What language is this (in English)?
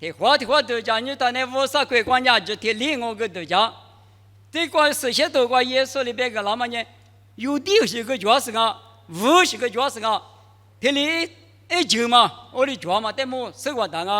Lisu